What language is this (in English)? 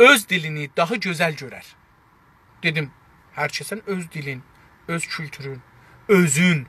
South Azerbaijani